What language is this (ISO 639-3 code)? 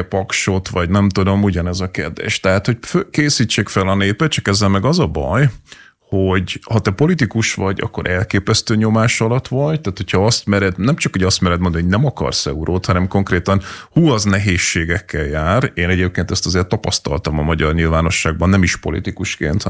hun